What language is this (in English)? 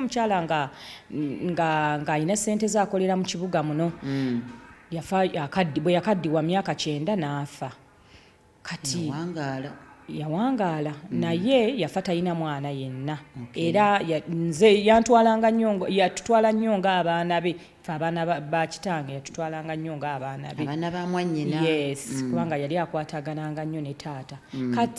Ganda